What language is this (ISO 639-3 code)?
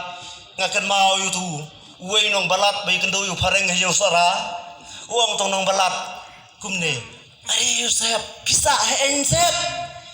kha